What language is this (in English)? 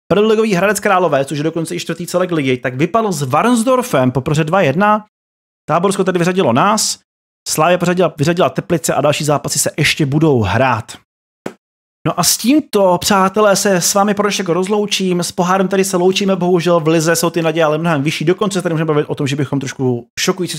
Czech